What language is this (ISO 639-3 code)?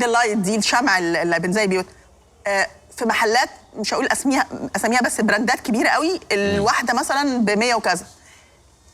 arz